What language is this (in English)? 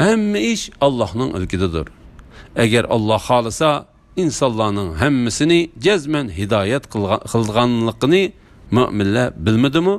Uyghur